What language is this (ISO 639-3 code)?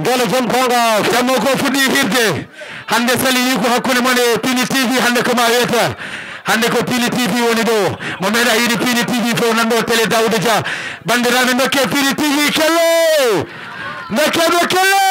ful